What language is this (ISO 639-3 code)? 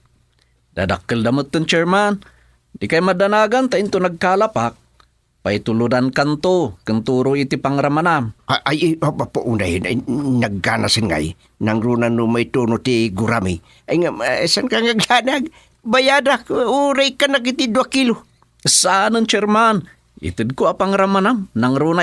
ilo